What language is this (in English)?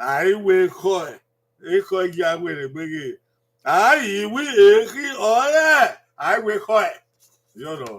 Bini